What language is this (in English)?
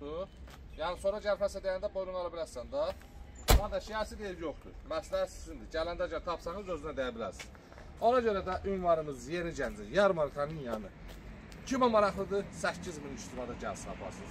Azerbaijani